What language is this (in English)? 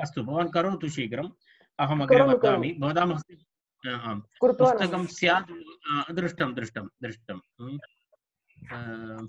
Sanskrit